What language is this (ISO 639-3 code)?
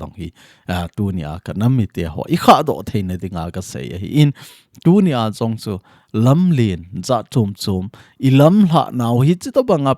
tcz